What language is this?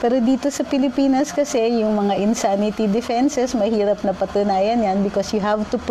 Filipino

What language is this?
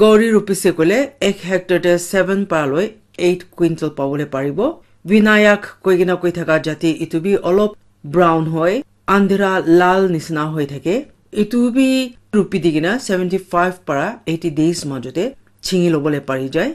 Naga Pidgin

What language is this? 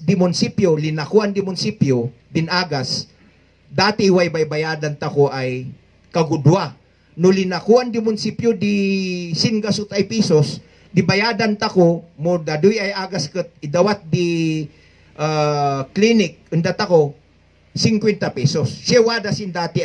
Kankanaey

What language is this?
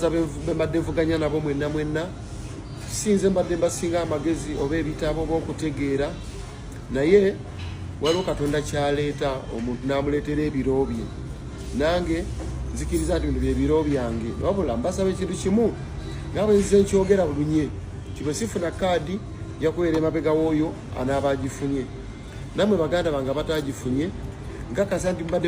Ganda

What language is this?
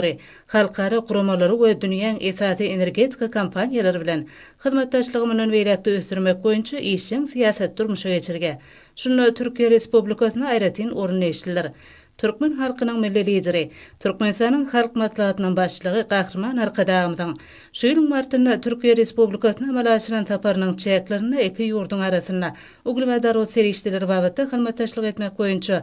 Turkmen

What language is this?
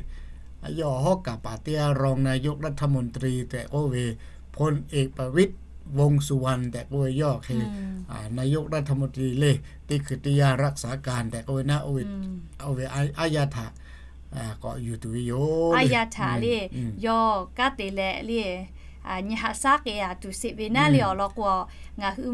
Lahu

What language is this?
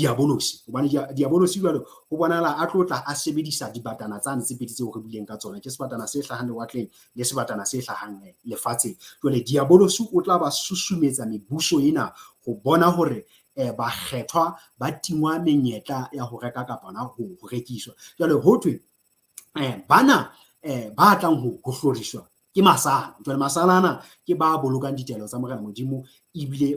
Southern Sotho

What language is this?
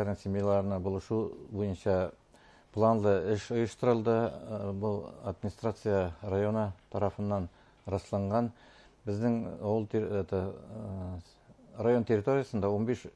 Bashkir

